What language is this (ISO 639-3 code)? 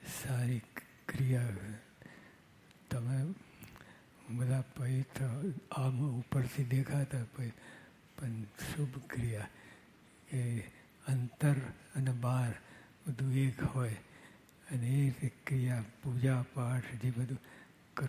guj